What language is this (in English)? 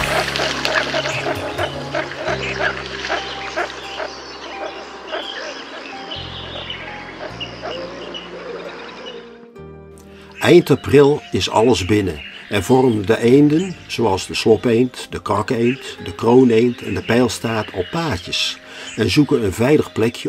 Dutch